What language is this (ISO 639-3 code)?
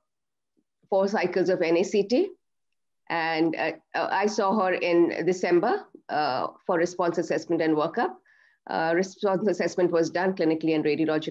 eng